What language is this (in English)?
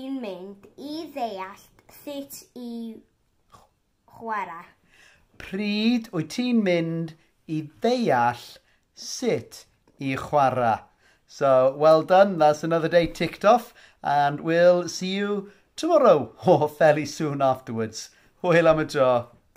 Welsh